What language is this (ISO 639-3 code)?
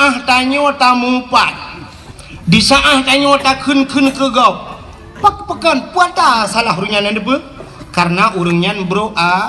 ace